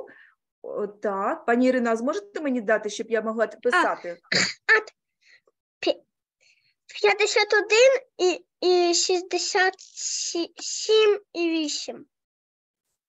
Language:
Ukrainian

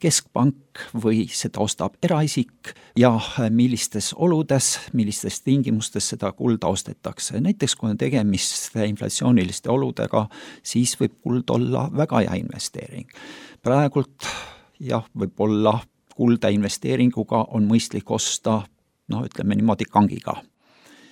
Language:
Estonian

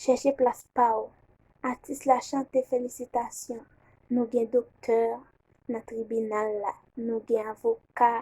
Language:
Haitian Creole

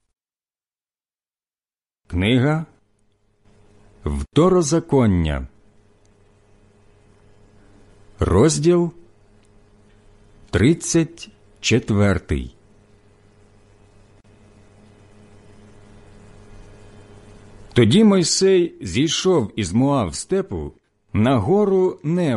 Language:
Ukrainian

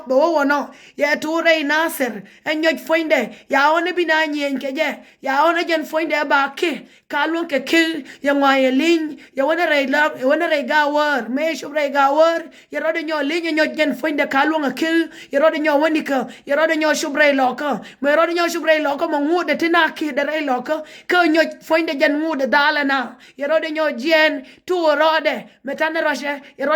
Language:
Nuer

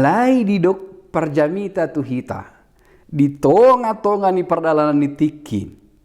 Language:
Batak Toba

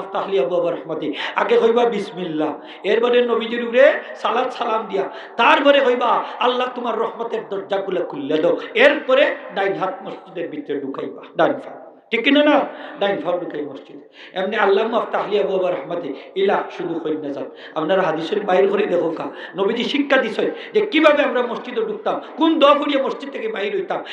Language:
Sylheti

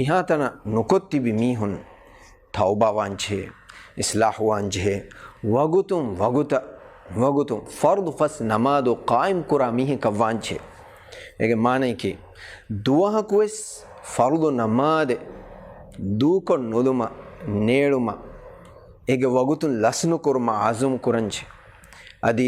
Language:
Divehi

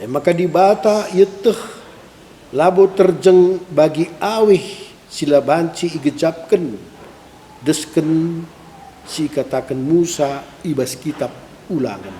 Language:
Batak Karo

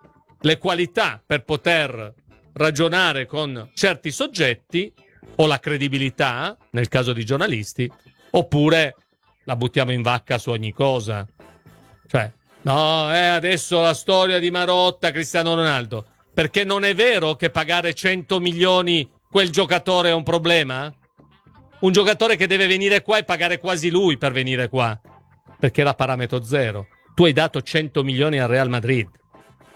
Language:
Italian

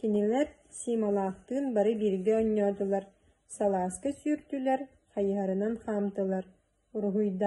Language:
Yakut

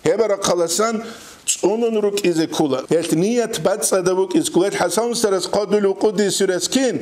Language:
Avaric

